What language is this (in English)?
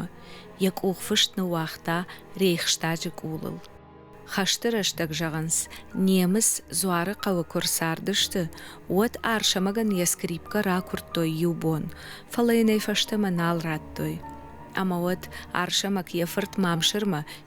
Ossetic